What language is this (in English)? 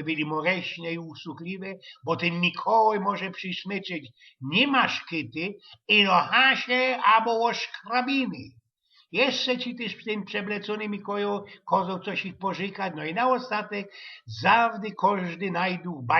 Silesian